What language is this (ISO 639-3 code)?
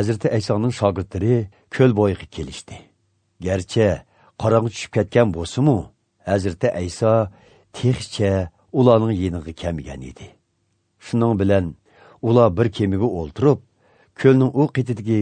uig